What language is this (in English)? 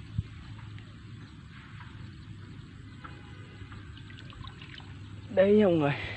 Vietnamese